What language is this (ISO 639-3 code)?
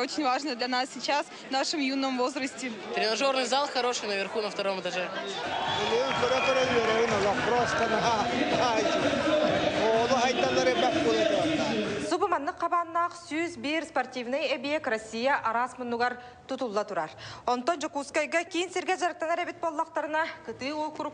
sah